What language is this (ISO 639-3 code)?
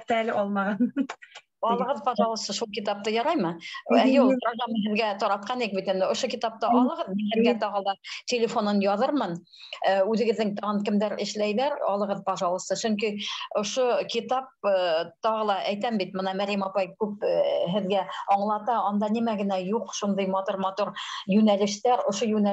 bak